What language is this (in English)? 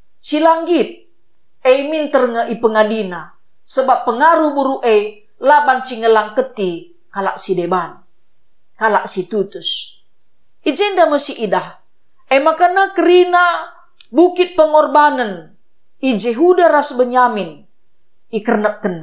Batak Karo